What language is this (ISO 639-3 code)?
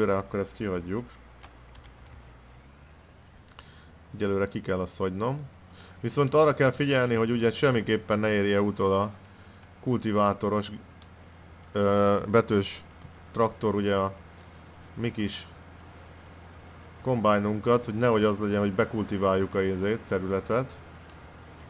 hun